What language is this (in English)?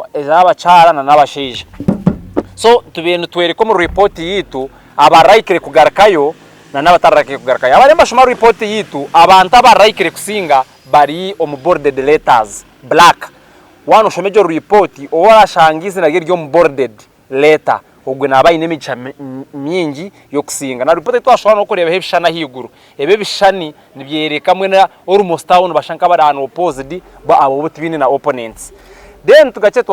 Nyankole